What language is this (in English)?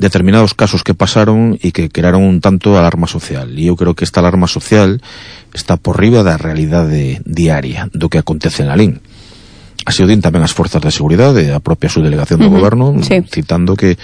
Galician